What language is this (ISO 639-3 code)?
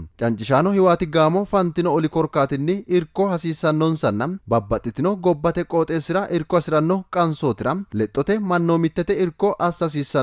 sid